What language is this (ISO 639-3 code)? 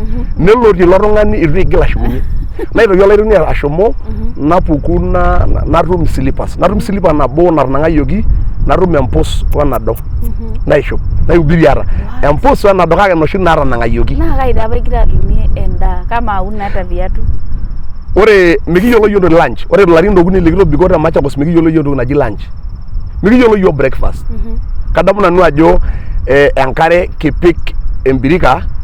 mas